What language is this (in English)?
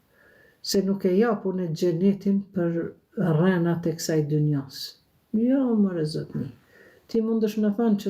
Albanian